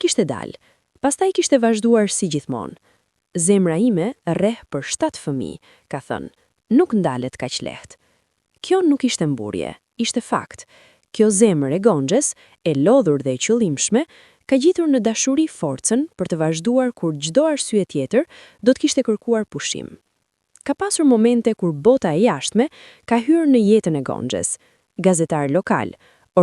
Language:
Albanian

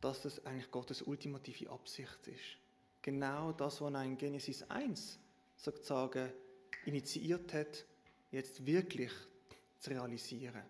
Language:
Swiss German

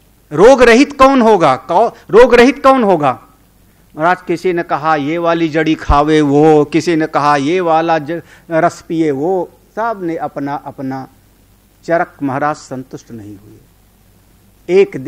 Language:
Hindi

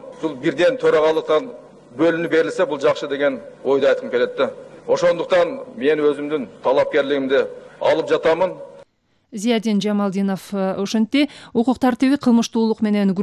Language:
Kyrgyz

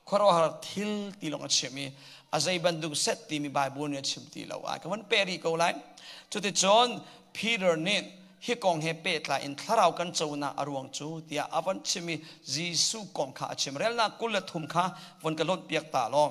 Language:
Hakha Chin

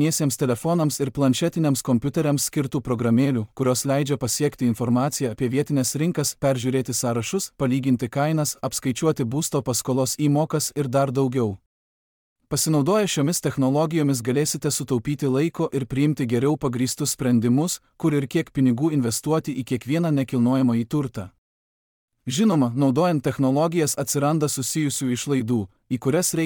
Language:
Lithuanian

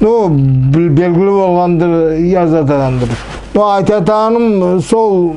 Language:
Nogai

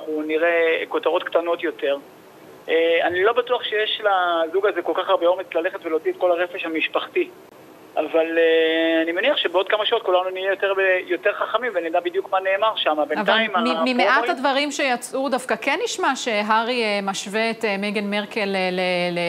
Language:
Hebrew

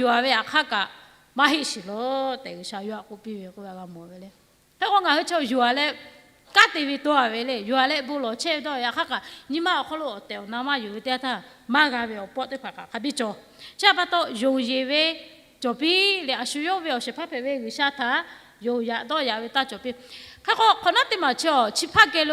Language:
Lahu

